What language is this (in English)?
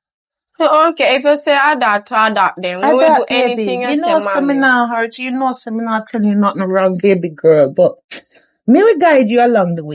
Jamaican Creole English